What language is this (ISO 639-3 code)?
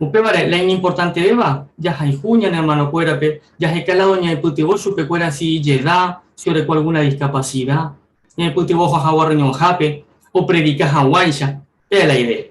grn